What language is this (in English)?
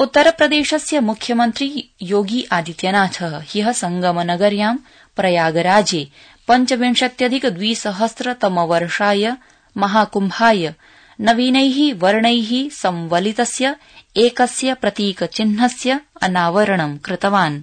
Sanskrit